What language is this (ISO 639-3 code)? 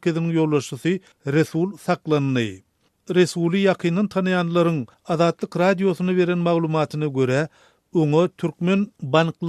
tuk